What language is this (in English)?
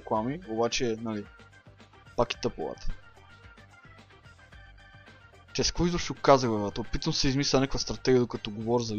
Bulgarian